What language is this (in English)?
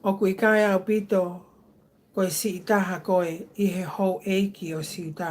Tongan